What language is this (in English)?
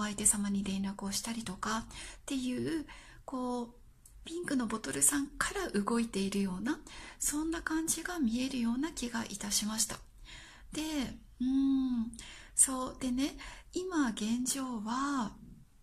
Japanese